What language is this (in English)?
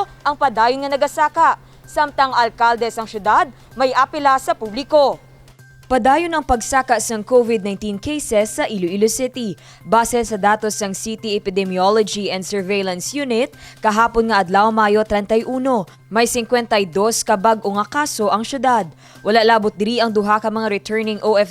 Hiligaynon